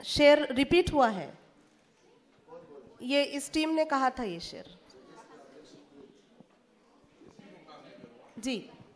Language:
Hindi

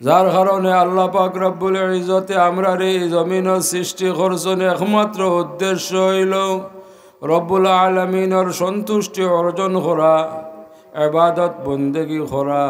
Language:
Sylheti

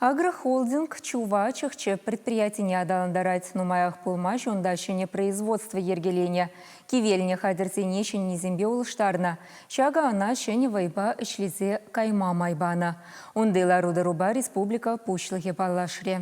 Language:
Chuvash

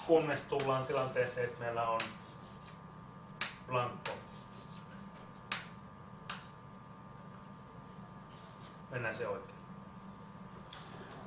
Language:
Finnish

